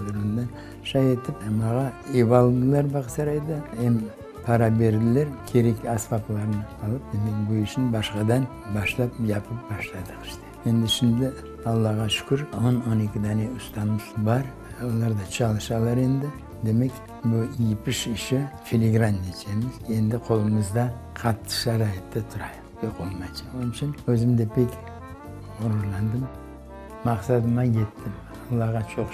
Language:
Crimean Tatar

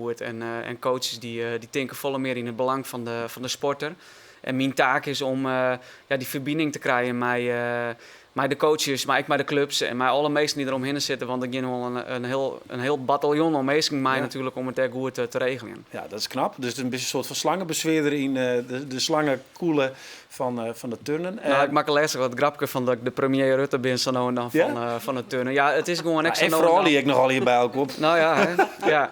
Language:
Western Frisian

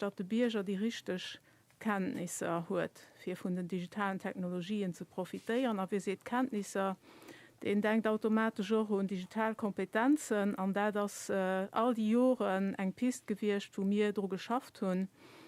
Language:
Luxembourgish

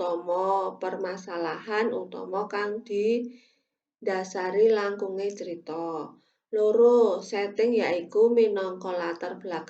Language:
Javanese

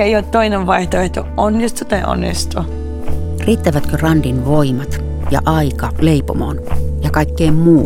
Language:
Finnish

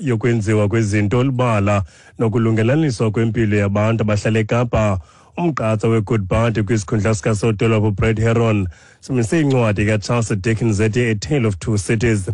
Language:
Xhosa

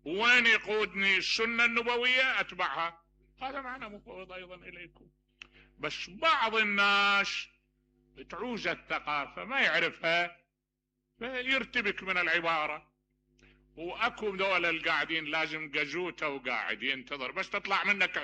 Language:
Mesopotamian Arabic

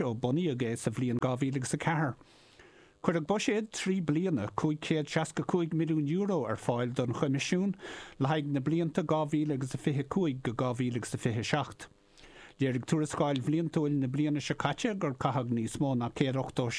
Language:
Irish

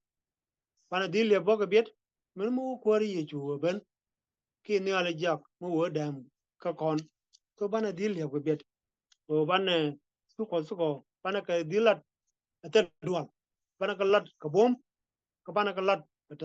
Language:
Nuer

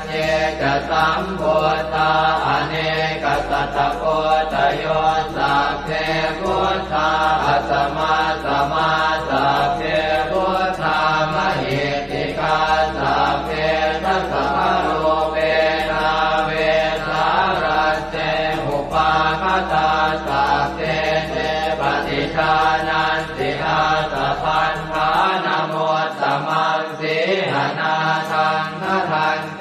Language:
Pali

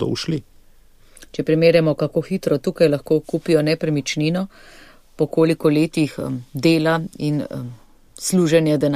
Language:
Slovenian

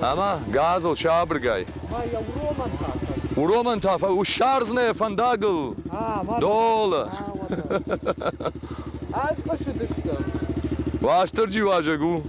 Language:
Ossetic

